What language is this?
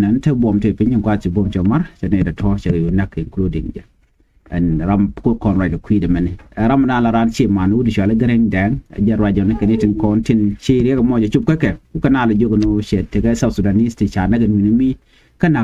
Nuer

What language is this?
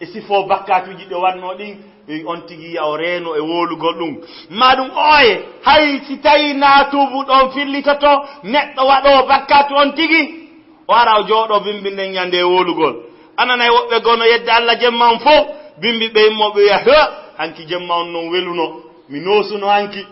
Fula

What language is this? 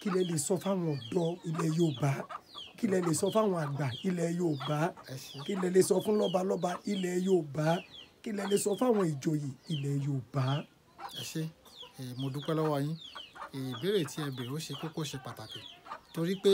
Yoruba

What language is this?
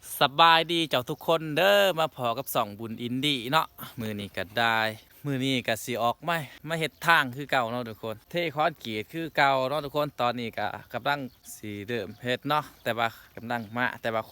Lao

